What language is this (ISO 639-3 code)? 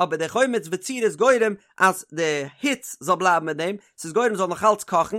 yid